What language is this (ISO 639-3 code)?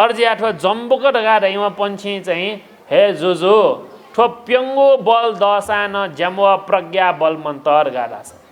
new